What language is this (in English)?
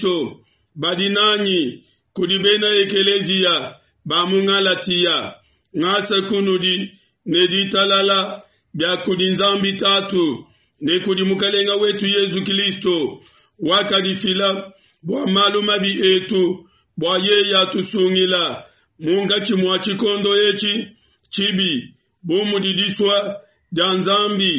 Luba-Lulua